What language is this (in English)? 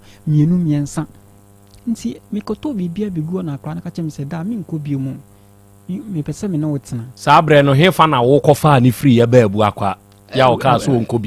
Akan